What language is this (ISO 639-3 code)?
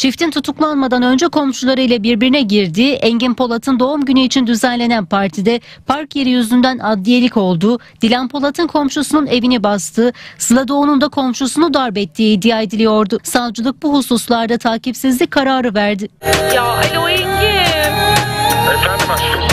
tur